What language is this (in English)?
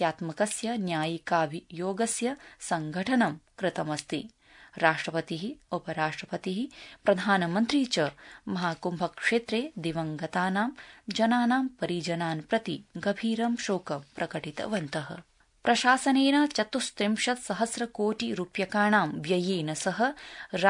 Sanskrit